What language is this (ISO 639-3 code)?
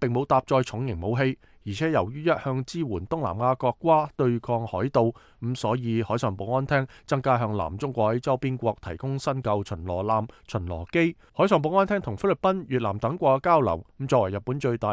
yue